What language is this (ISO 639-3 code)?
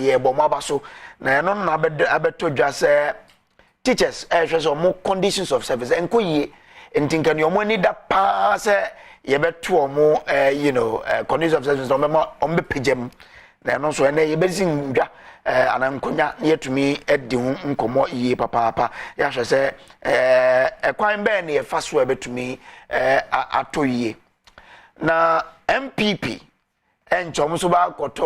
aka